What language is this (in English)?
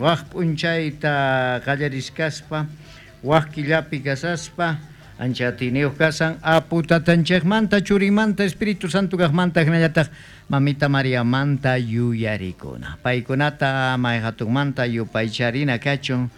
South Bolivian Quechua